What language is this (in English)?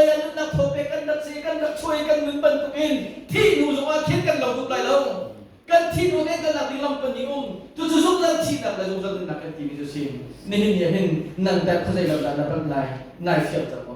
Hakha Chin